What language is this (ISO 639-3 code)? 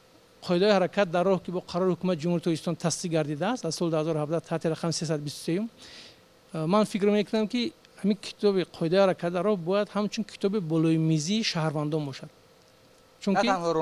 tgk